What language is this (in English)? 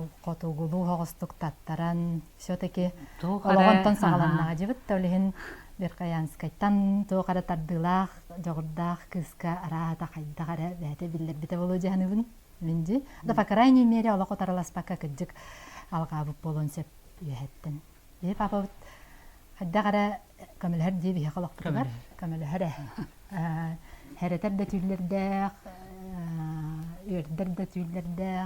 Yakut